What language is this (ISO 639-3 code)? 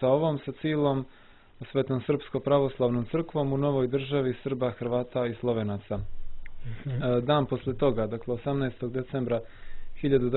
srp